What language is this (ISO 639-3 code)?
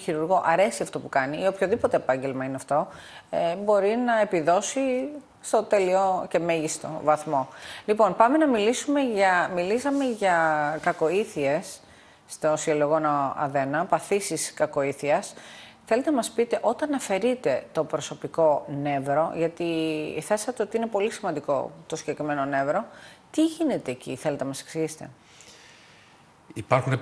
ell